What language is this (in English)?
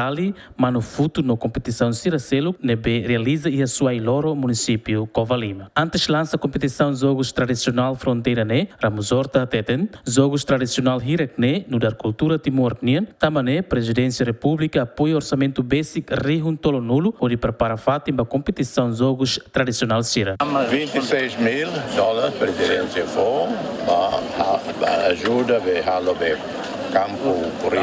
Tetum